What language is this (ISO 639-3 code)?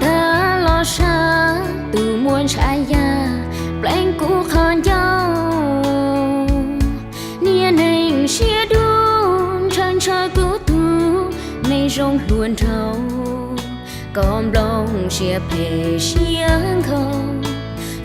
hmn